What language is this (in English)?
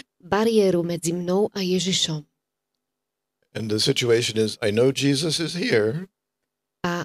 Slovak